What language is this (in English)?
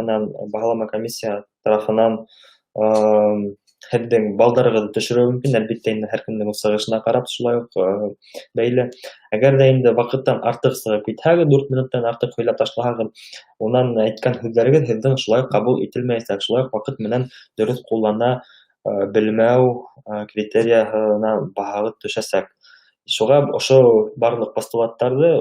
Bashkir